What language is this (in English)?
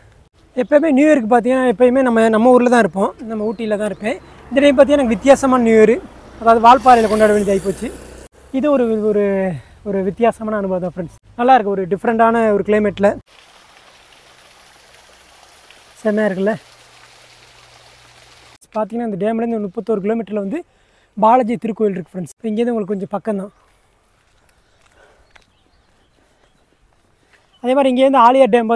Tamil